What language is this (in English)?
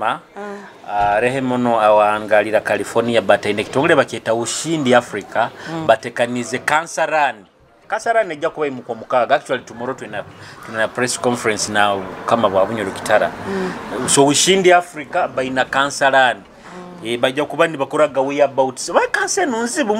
Nyoro